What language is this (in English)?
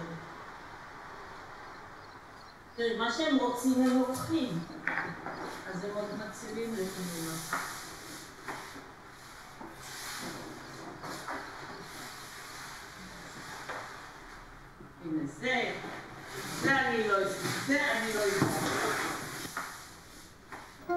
Hebrew